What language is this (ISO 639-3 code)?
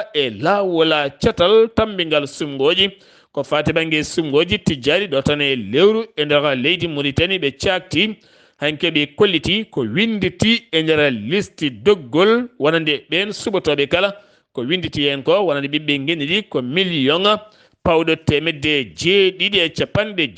ful